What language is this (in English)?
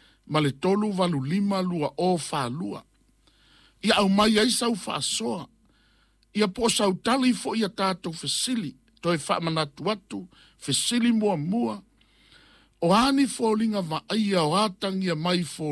Samoan